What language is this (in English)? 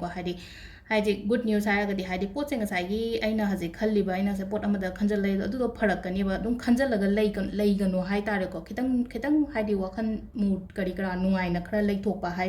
Manipuri